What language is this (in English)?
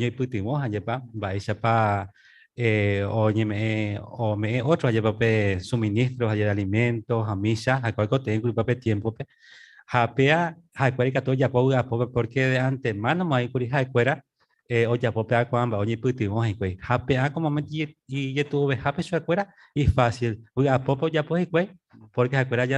Guarani